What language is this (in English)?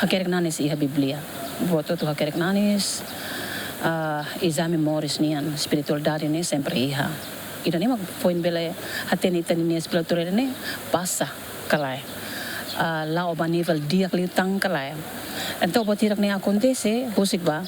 Tetum